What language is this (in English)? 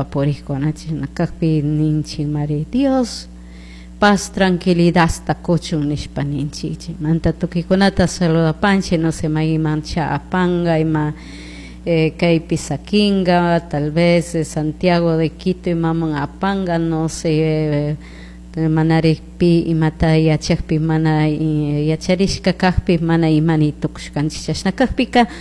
Chimborazo Highland Quichua